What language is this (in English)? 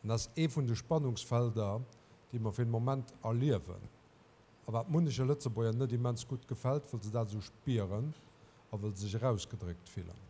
Luxembourgish